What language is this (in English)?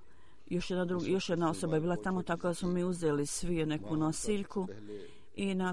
Bosnian